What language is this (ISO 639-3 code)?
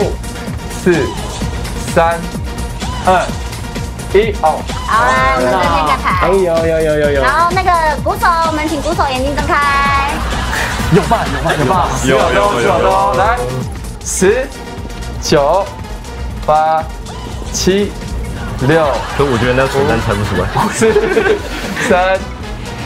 zho